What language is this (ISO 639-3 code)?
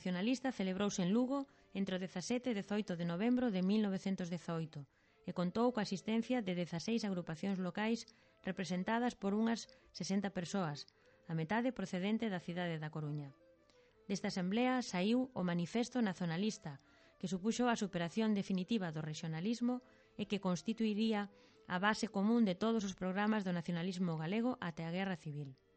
glg